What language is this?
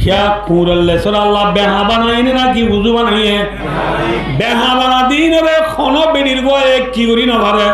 Rohingya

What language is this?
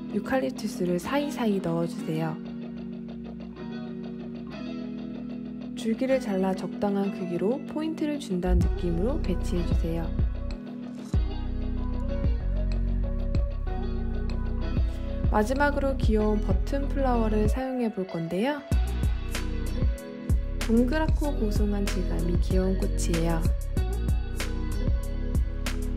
Korean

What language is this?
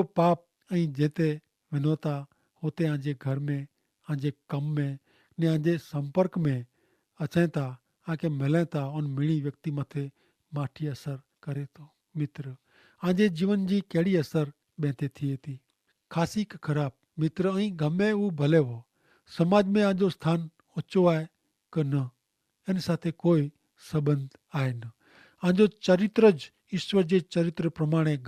Kachhi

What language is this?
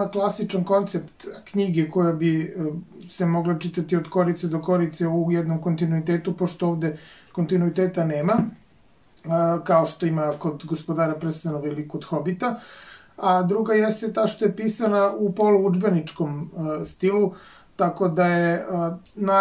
Serbian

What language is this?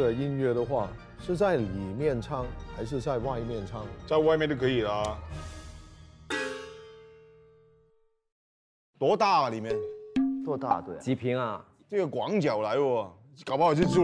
Chinese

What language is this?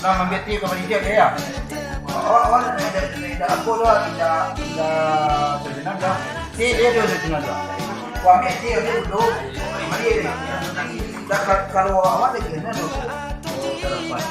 Minangkabau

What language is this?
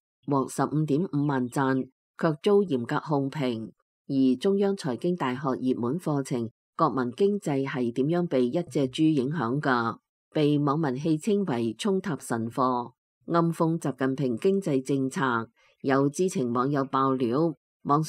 Cantonese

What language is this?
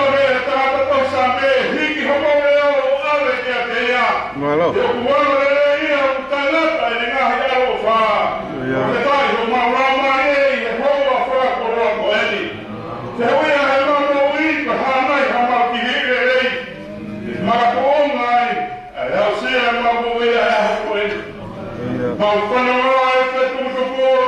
Tongan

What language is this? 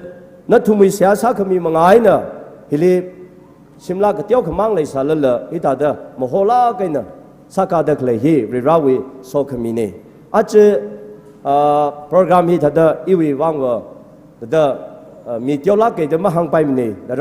Tangkhul Naga (India)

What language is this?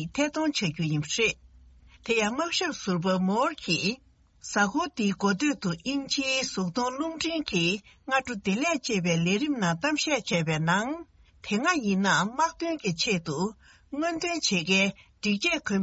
Tibetan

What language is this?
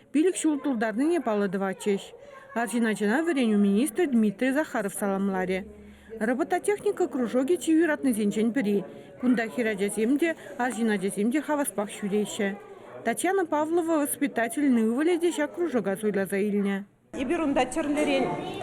Chuvash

